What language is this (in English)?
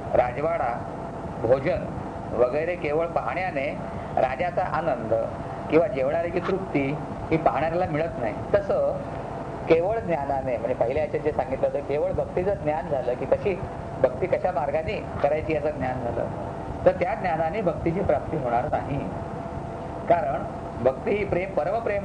Marathi